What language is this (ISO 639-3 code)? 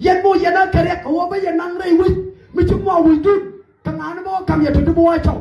nus